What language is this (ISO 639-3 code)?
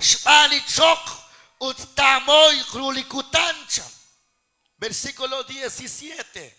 kek